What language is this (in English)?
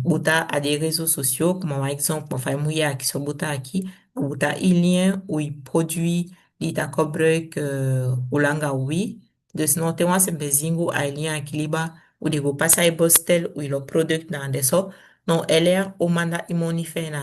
Saramaccan